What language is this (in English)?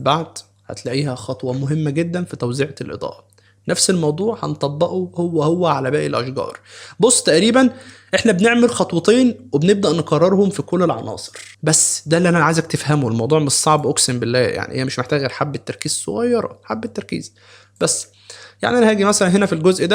Egyptian Arabic